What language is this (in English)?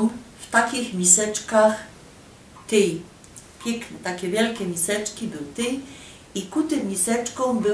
Silesian